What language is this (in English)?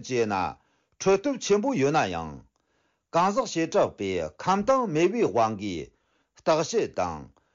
Tibetan